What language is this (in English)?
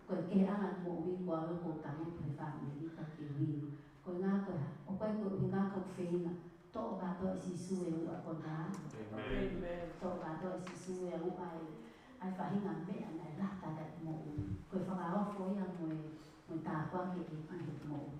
Tongan